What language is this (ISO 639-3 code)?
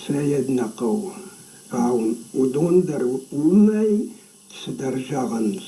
oss